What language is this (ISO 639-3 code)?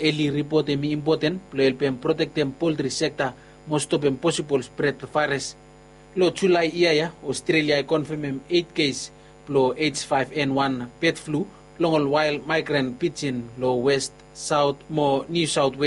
bis